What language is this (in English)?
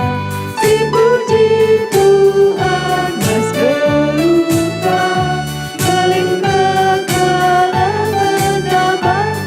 Batak Karo